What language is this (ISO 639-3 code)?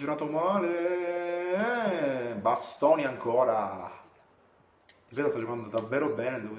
ita